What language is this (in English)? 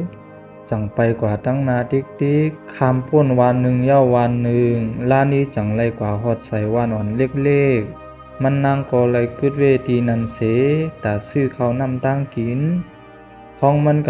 Shan